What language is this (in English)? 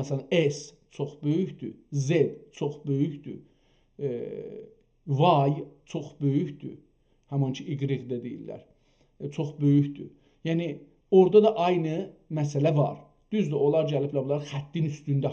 South Azerbaijani